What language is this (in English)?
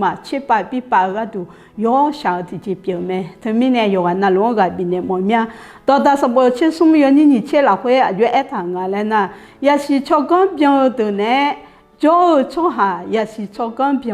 Akha